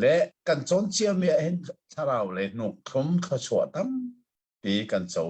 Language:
Hakha Chin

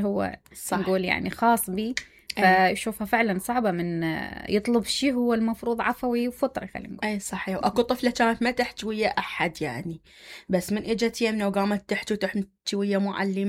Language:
Mesopotamian Arabic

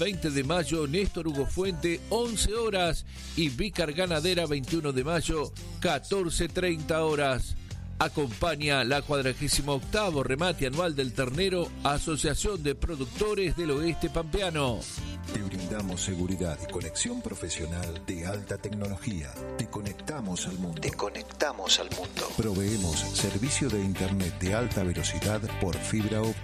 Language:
Spanish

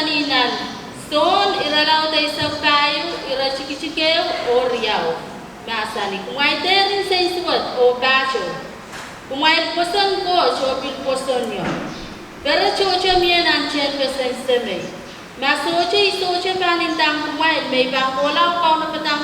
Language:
Pohnpeian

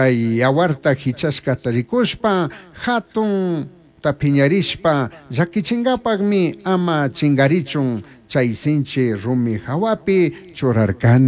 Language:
Chimborazo Highland Quichua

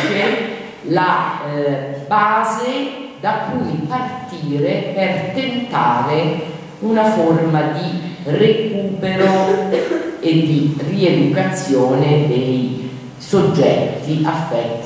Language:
Italian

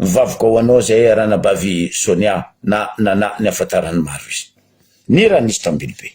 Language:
Malagasy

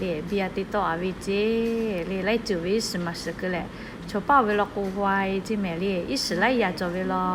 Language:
Lahu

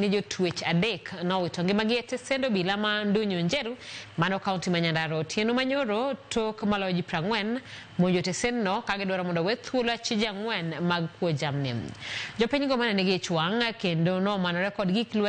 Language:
Luo (Kenya and Tanzania)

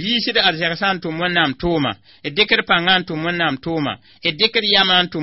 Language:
Mossi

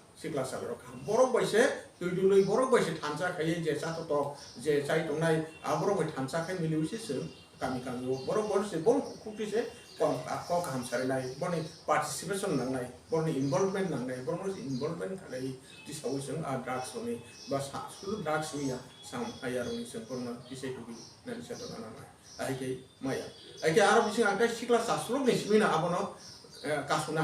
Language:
Kok Borok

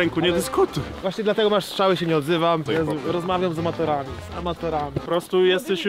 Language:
Polish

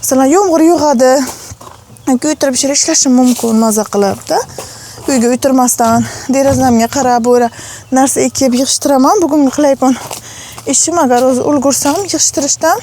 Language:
Uzbek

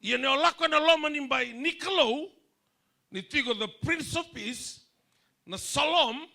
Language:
Fijian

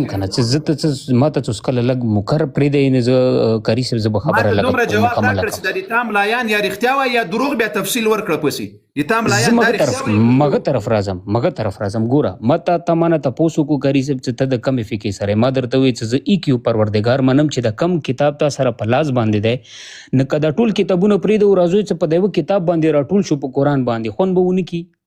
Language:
Pashto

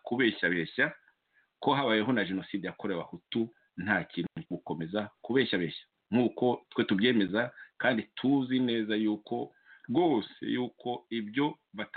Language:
Kinyarwanda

